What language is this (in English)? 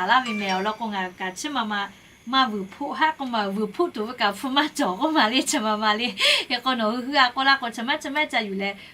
Lahu